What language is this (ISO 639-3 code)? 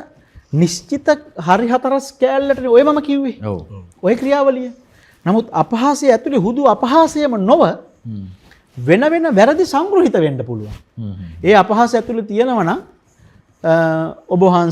sin